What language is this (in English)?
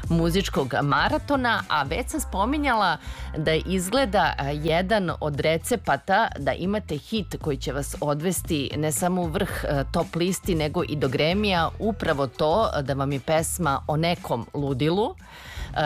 Serbian